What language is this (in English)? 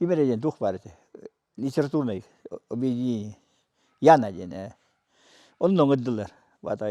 Yakut